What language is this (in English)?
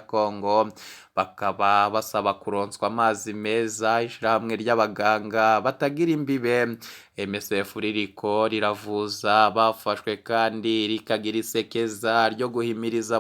Rundi